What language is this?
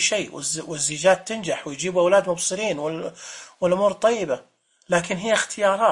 Najdi Arabic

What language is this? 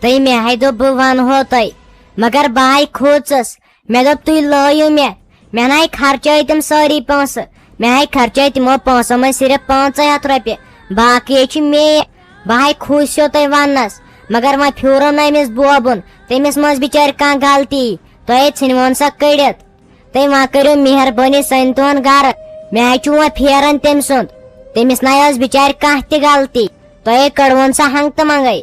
Kashmiri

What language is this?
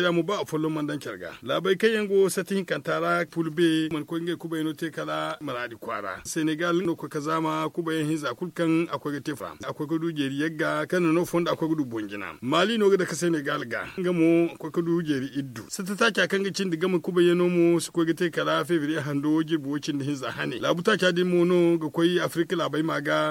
Zarma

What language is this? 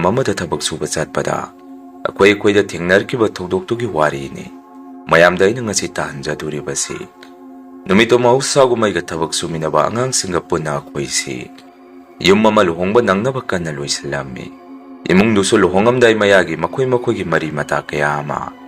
Manipuri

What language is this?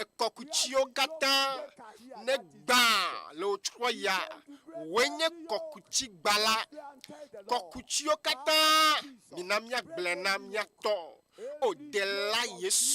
Ewe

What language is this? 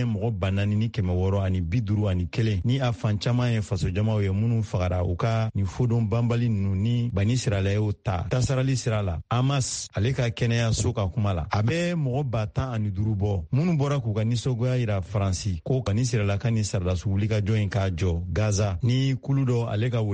Bambara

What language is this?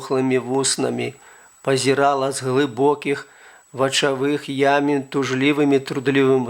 Belarusian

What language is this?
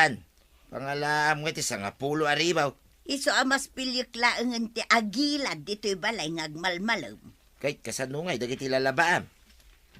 Iloko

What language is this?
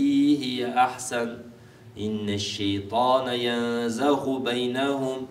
Arabic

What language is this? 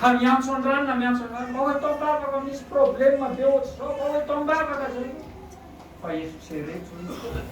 Malagasy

